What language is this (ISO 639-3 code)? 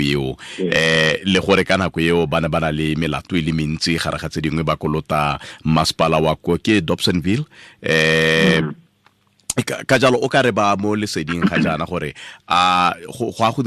tsn